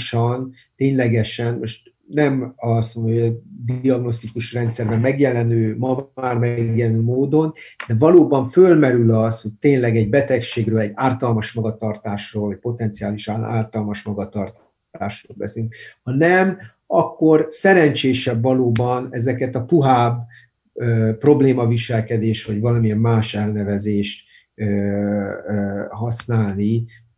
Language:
Hungarian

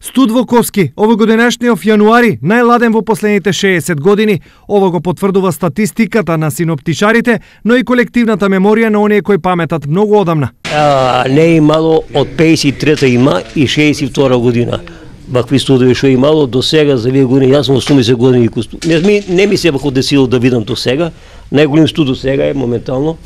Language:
Macedonian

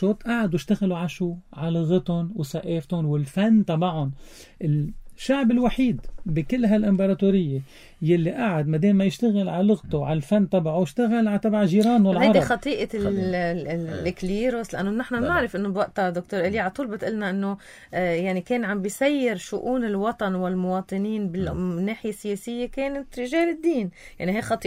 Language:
North Levantine Arabic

